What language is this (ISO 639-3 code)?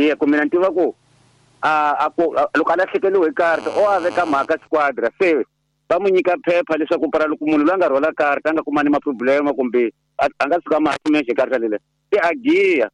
tso